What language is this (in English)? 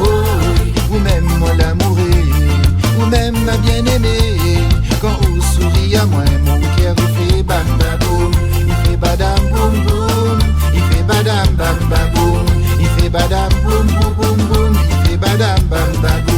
Réunion Creole French